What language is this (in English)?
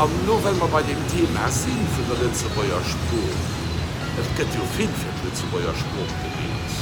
Luxembourgish